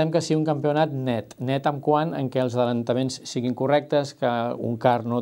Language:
Catalan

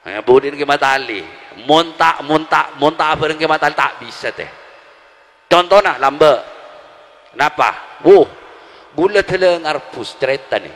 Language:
Madurese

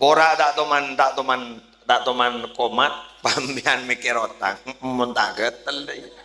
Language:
Madurese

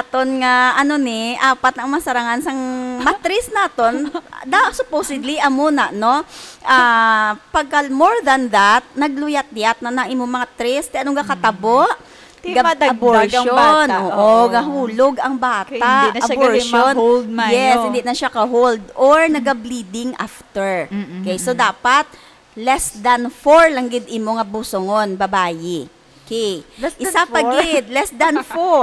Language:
Hiligaynon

